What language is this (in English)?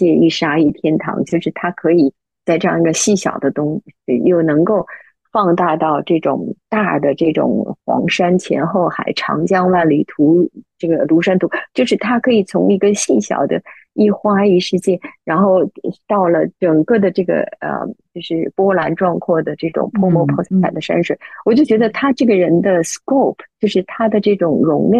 Chinese